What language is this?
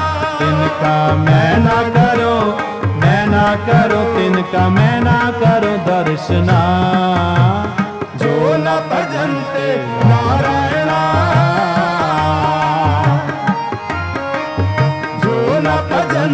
Hindi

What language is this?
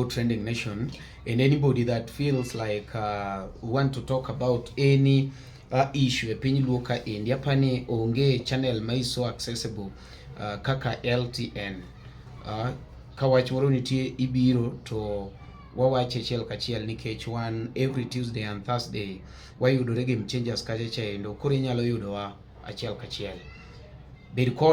Luo (Kenya and Tanzania)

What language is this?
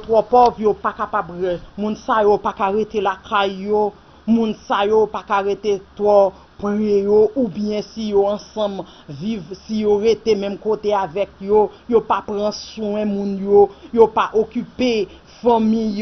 Haitian Creole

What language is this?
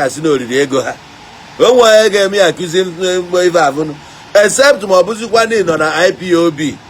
Igbo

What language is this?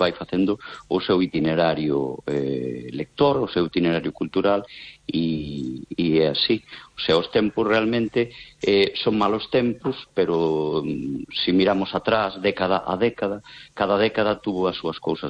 Galician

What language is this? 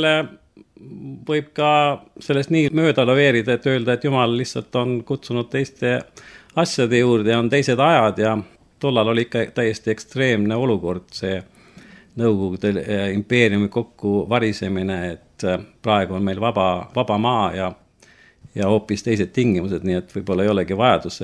Estonian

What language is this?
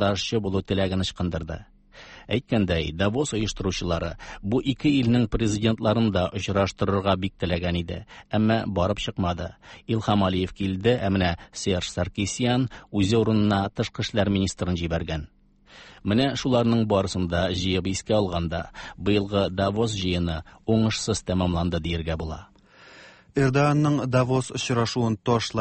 Tatar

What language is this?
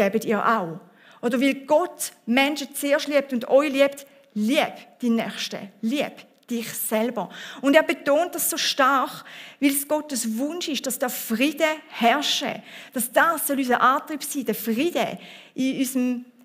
Swiss German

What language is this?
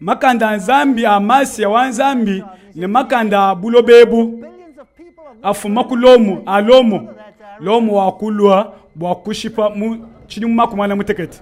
Luba-Lulua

